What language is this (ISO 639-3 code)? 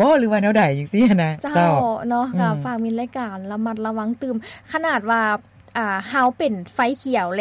lao